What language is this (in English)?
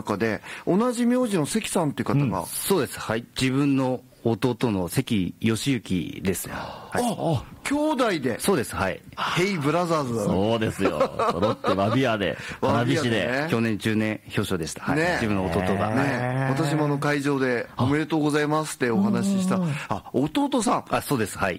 Japanese